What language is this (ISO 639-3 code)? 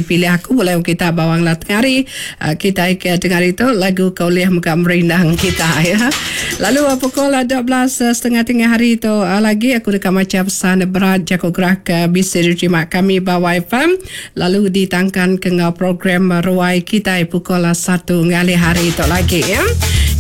iba